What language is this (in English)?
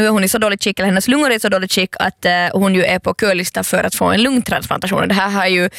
Swedish